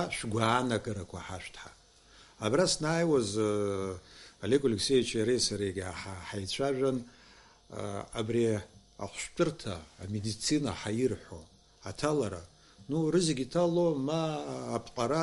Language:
Abkhazian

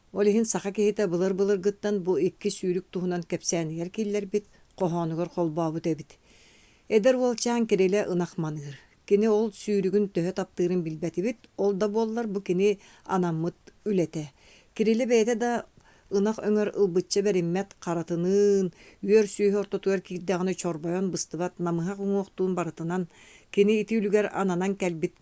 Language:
Yakut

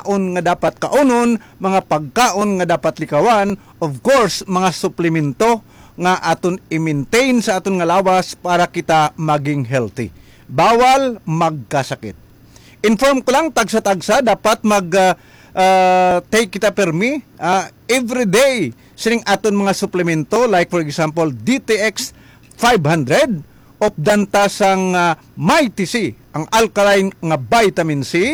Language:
Hiligaynon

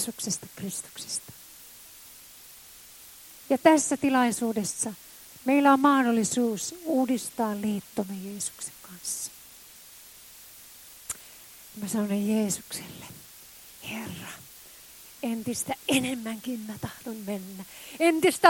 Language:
Finnish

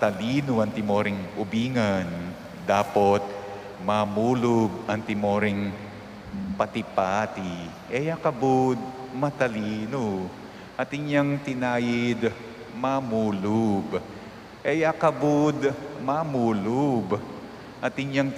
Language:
Pampanga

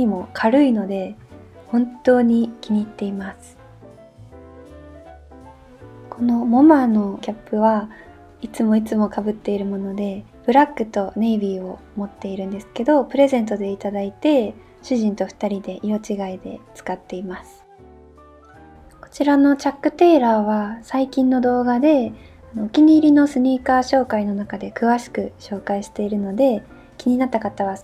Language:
Japanese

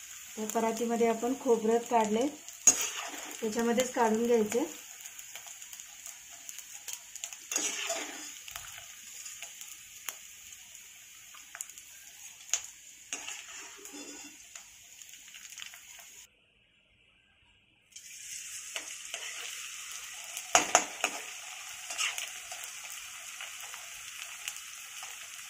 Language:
Marathi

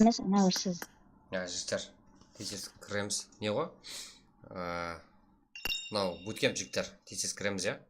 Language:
Kara-Kalpak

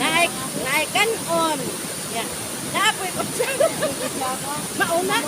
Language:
Cebuano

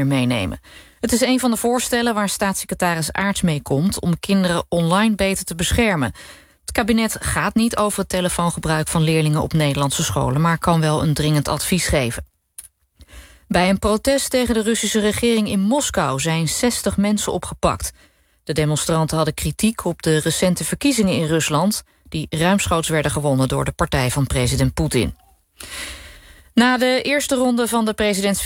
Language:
Dutch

